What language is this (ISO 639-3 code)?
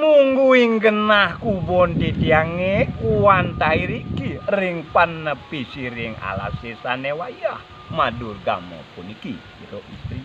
ban